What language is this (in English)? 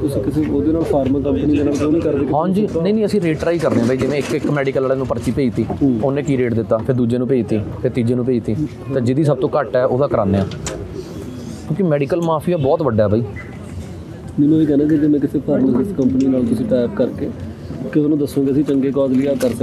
Punjabi